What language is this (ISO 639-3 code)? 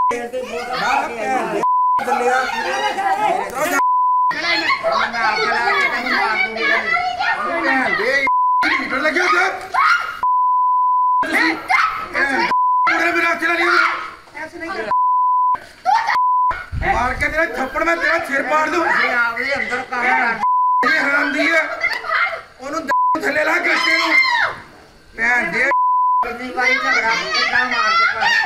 pan